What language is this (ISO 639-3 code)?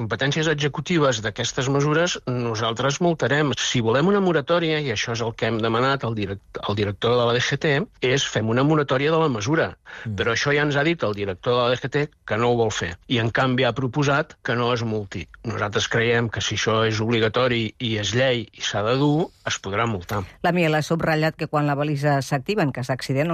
cat